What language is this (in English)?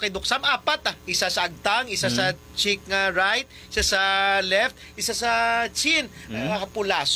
Hiligaynon